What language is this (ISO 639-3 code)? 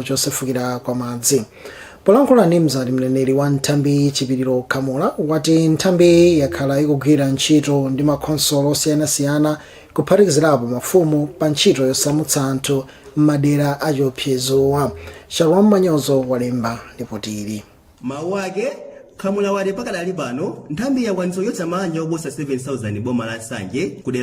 nya